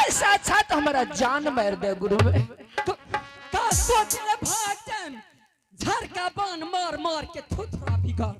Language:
Angika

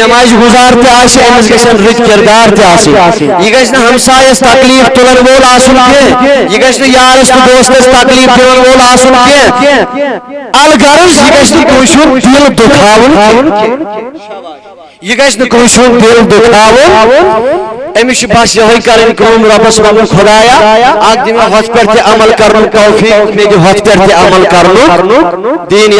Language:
Kashmiri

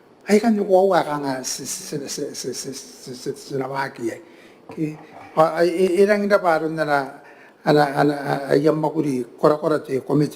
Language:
Gilbertese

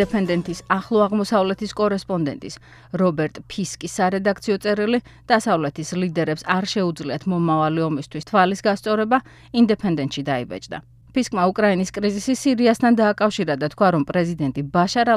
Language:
Georgian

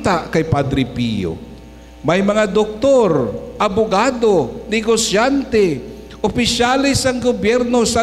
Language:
Hiligaynon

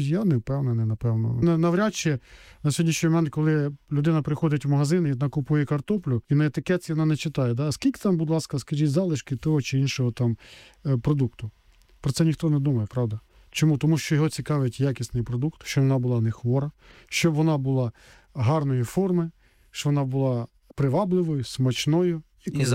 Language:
Ukrainian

